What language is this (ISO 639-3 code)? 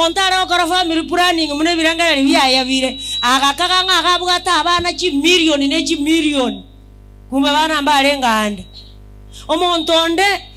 guz